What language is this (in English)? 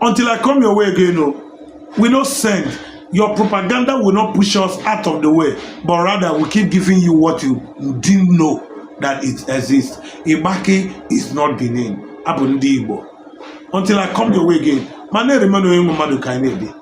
Igbo